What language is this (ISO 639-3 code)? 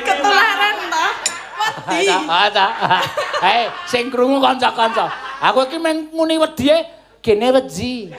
jav